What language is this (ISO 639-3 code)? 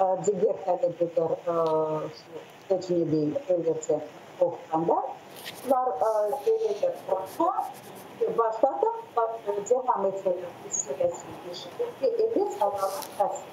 crh